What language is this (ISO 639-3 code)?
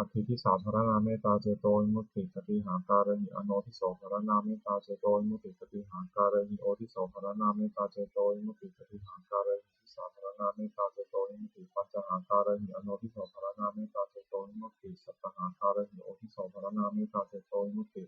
pli